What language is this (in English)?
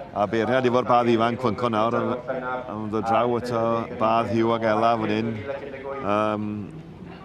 Welsh